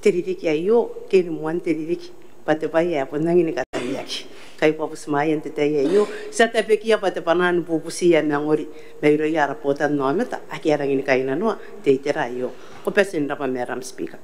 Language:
Gilbertese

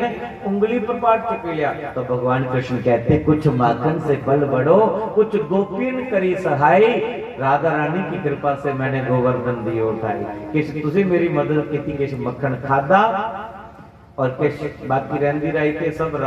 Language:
Dogri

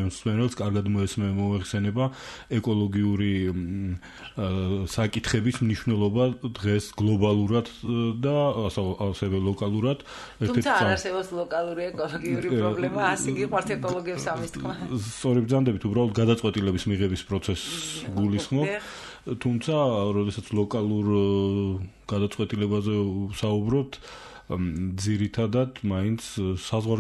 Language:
Georgian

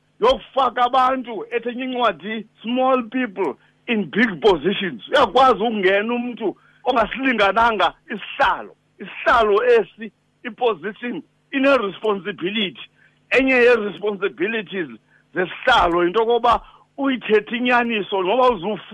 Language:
Xhosa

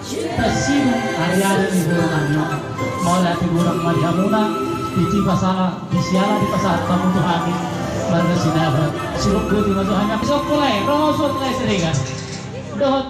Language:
Batak Toba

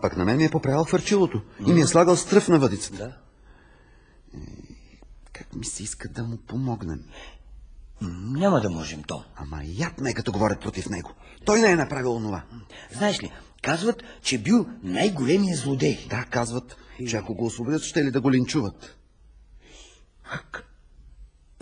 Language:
Bulgarian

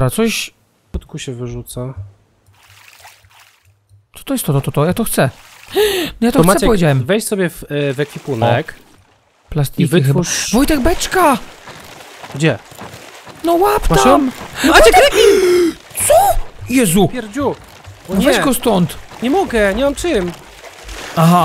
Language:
Polish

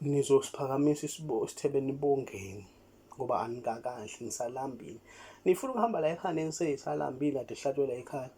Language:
Zulu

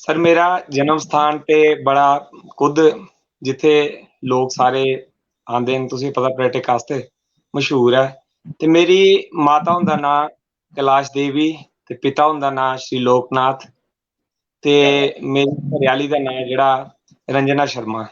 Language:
Dogri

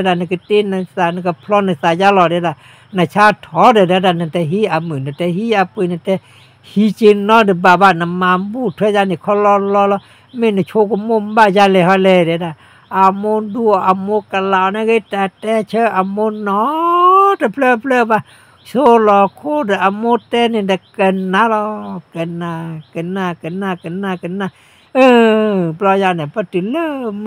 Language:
S'gaw Karen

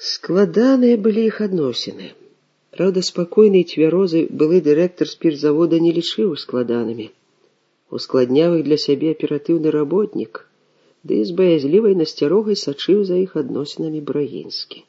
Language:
Belarusian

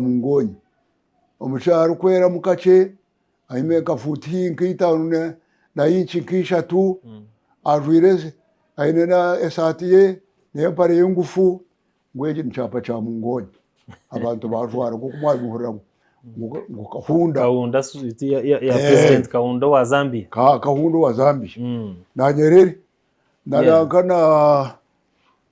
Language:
Nyankole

